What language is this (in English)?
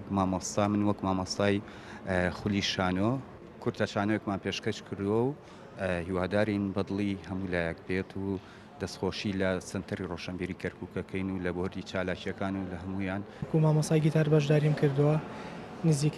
Central Kurdish